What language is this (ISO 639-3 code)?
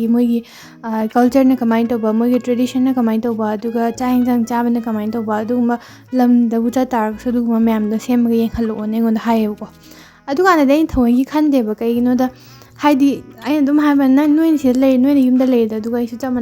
mni